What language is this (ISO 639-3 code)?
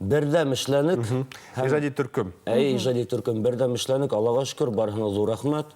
bak